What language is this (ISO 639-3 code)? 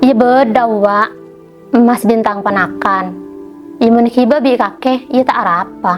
mad